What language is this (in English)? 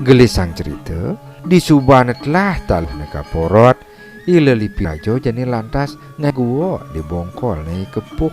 Balinese